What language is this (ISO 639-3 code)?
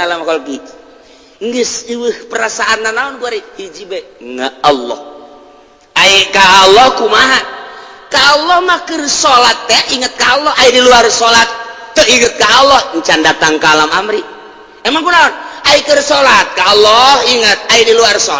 sun